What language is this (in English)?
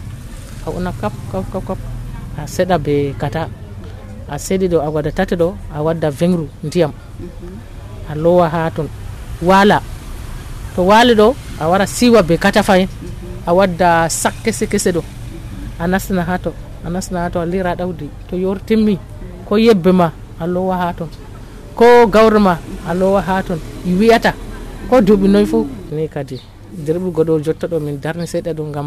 Nigerian Fulfulde